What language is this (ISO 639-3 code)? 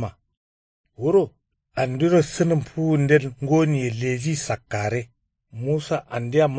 kau